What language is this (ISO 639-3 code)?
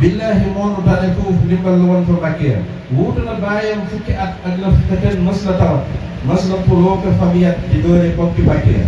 wol